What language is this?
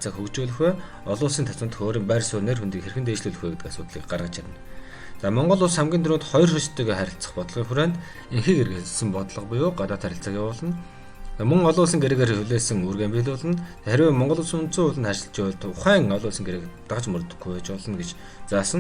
Mongolian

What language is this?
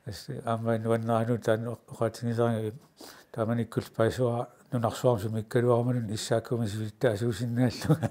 Kalaallisut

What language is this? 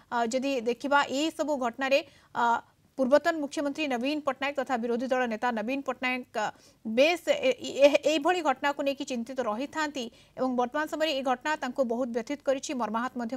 Odia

